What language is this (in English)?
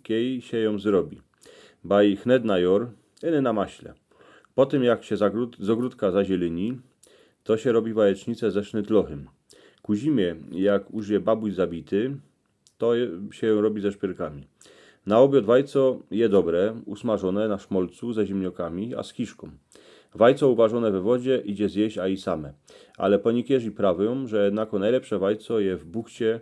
Silesian